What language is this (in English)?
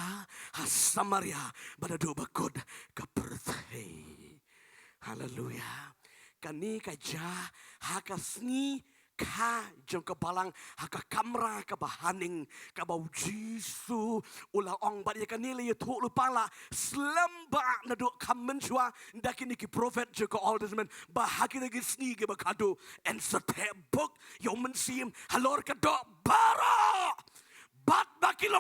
Khasi